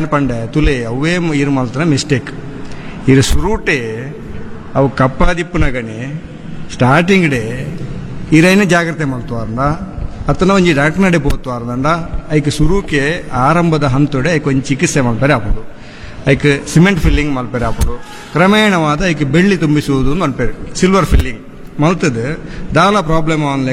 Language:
Tulu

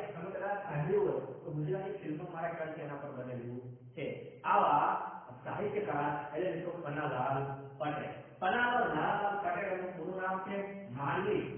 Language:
Gujarati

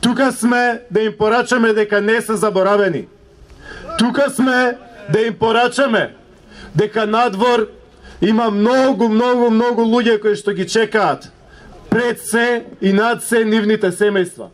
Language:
Macedonian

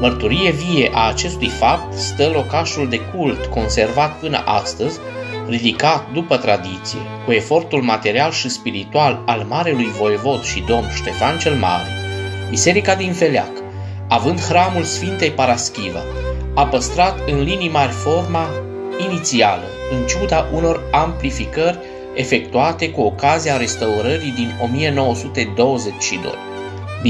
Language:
Romanian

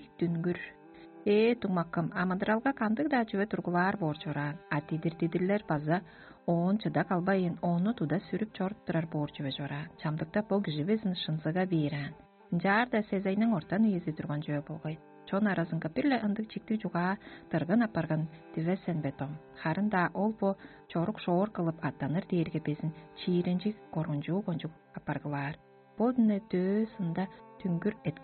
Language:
Tuvinian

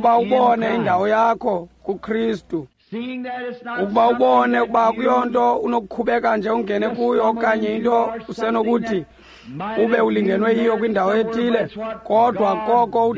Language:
Xhosa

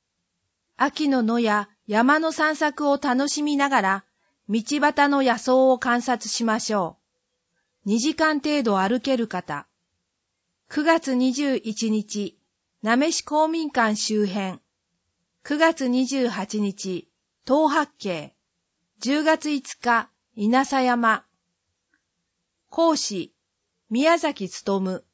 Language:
Japanese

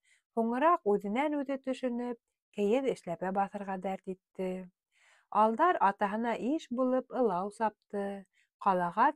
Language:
Bashkir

